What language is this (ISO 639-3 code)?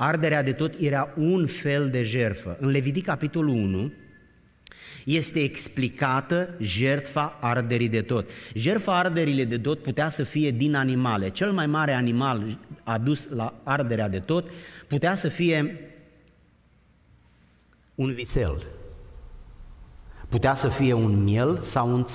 ron